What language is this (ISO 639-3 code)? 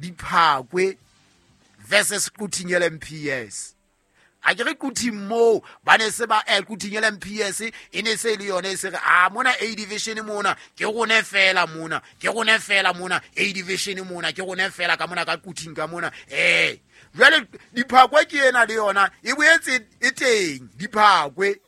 sot